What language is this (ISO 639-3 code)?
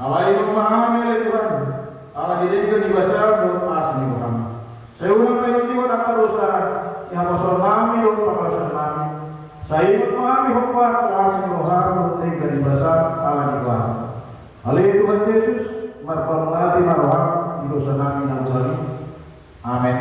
bbc